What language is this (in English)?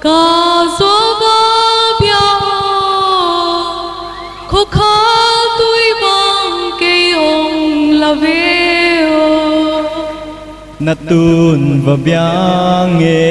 Paite Chin